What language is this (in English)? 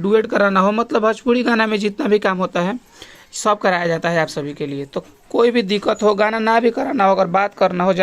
Bhojpuri